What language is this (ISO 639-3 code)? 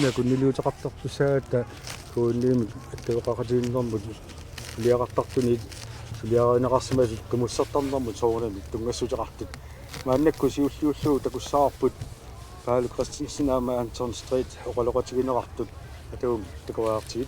kal